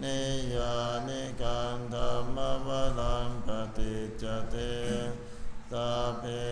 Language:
Pali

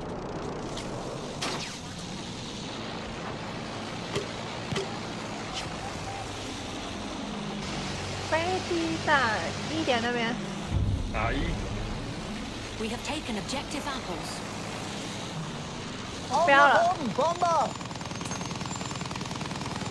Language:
Chinese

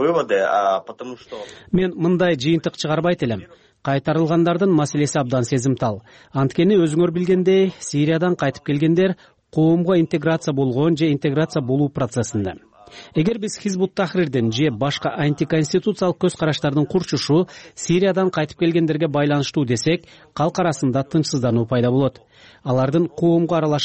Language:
Kyrgyz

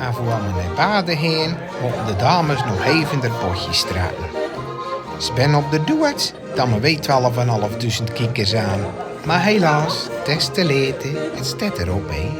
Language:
Zeelandic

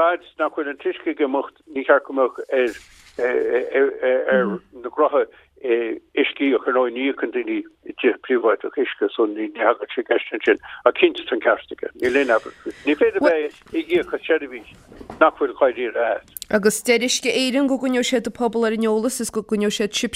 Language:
Irish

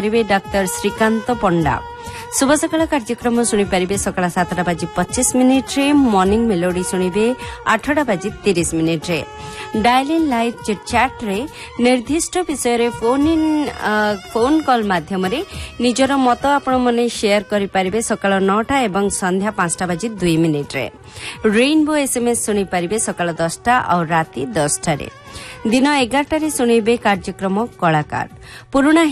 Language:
Odia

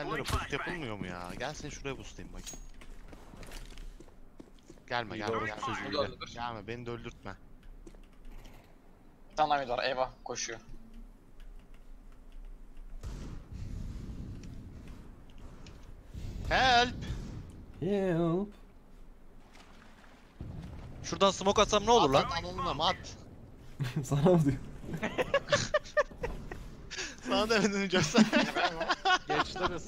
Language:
Turkish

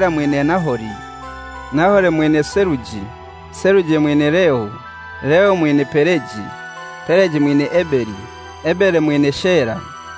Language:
Kinyarwanda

